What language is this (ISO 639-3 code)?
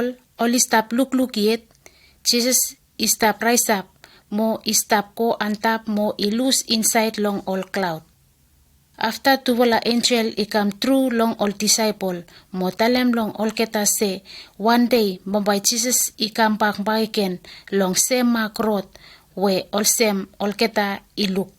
bis